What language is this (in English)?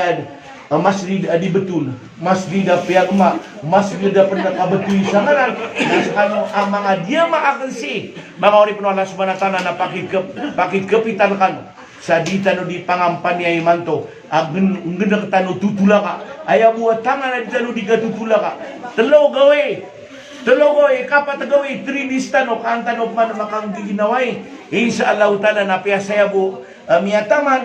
Maranao